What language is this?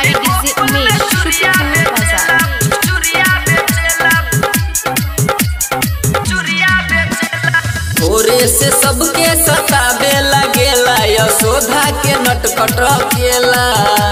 Bhojpuri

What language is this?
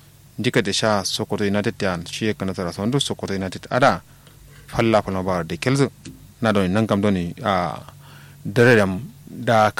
Kanuri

